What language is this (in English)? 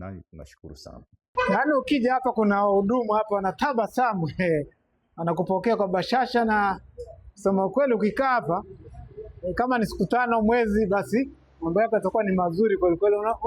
Swahili